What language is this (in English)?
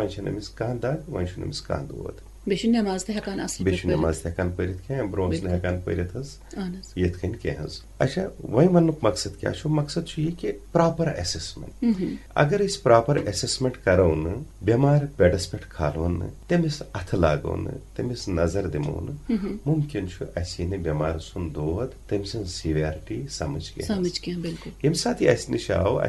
Kashmiri